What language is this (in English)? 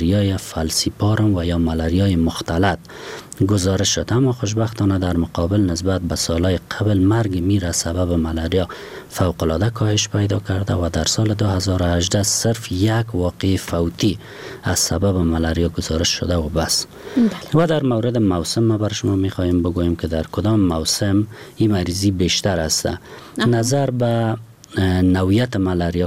Persian